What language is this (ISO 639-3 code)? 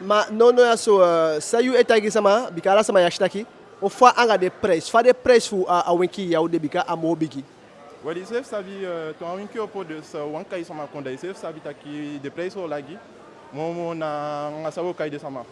djk